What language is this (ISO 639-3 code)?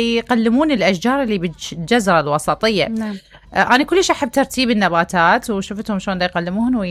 acm